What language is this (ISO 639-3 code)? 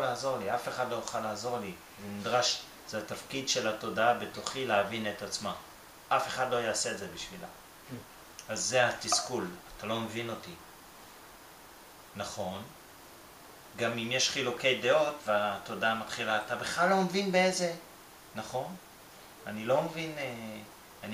heb